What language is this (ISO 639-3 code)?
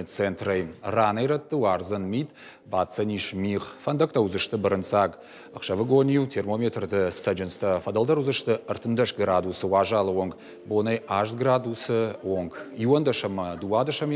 oss